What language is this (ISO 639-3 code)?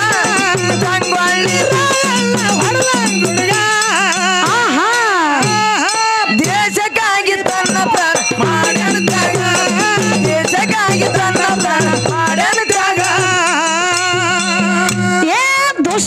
kan